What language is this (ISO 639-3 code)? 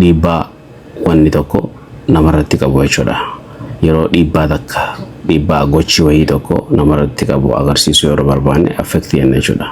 orm